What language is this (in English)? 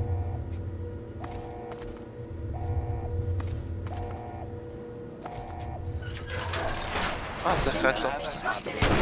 German